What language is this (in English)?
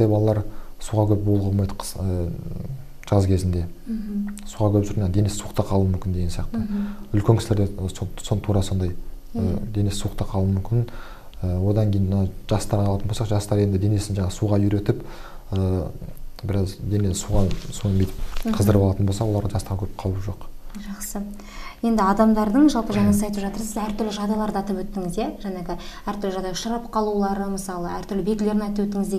Kazakh